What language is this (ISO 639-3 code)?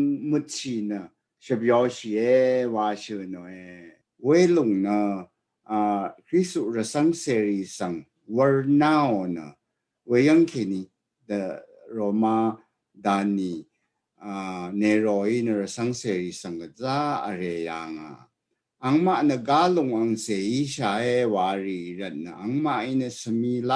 raw